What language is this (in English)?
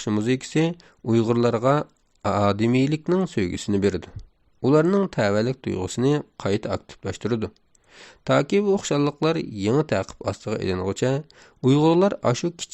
Uyghur